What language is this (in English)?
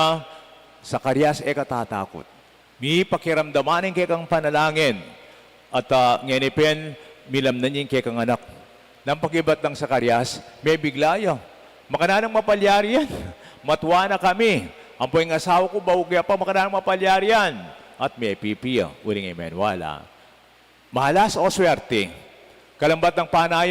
Pampanga